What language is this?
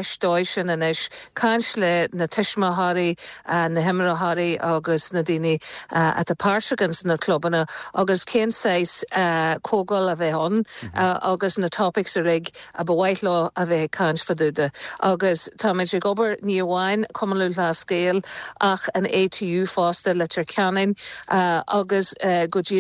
Irish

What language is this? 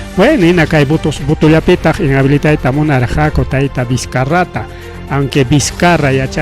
Ayacucho Quechua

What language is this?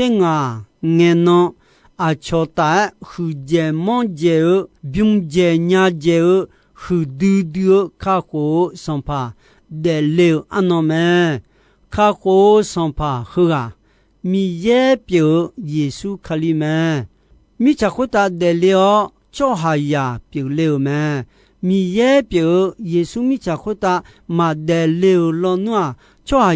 Akha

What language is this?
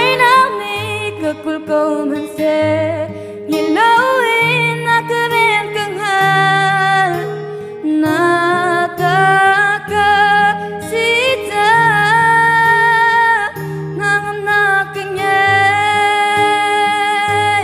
Hakha Chin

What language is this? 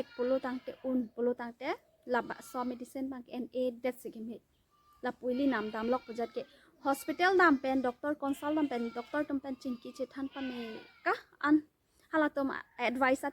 Karbi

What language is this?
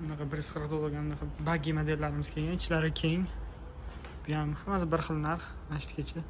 Uzbek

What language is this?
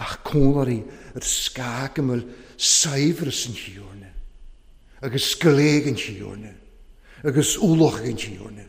Welsh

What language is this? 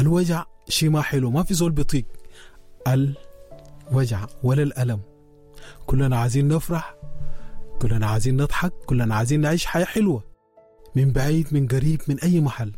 Sudanese Arabic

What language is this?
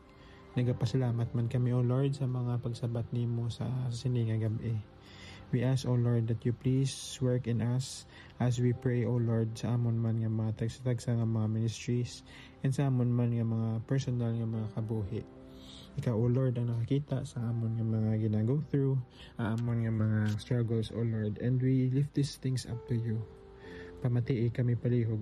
Hiligaynon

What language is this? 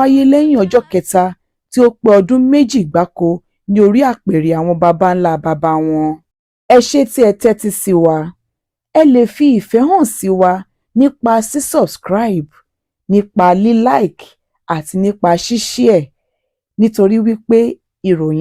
Yoruba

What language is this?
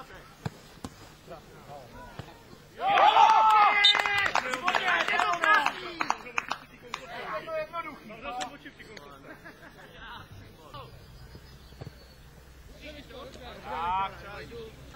Czech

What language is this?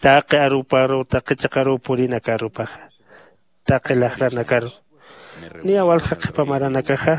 Aymara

